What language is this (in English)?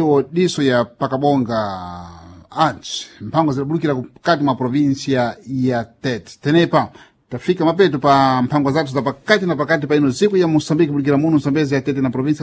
Sena